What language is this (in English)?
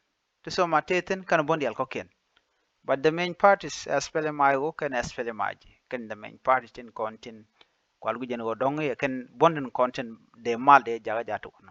Nuer